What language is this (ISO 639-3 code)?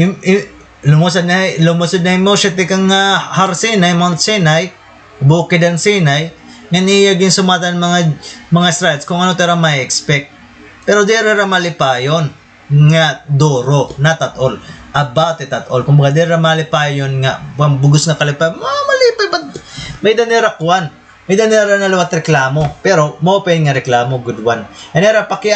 war